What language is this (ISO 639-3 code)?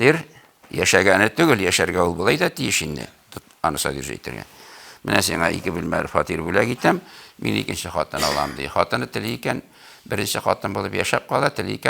tat